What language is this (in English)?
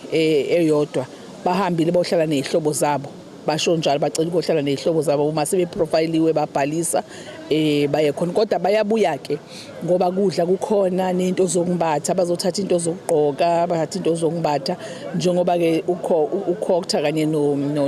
Zulu